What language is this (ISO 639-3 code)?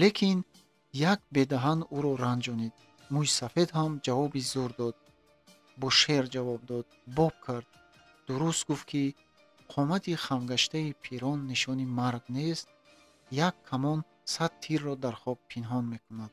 tgk